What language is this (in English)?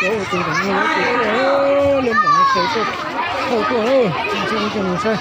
Hmong